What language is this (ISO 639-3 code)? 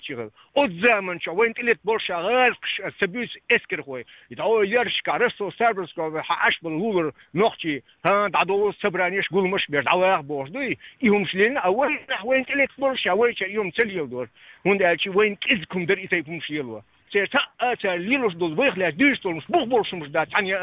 che